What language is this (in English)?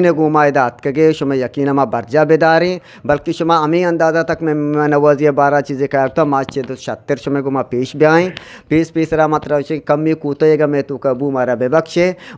Eastern Balochi